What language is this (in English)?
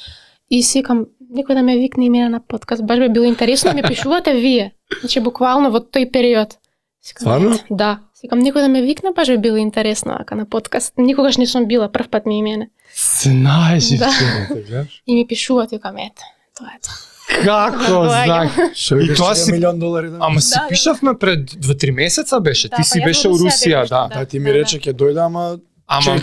Macedonian